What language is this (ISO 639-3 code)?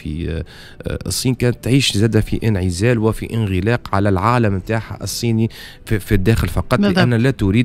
aeb